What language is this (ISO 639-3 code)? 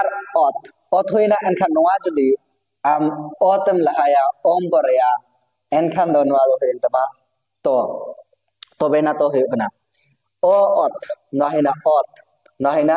sat